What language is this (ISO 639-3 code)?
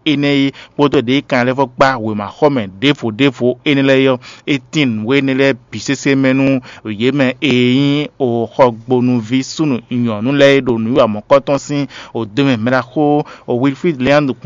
fon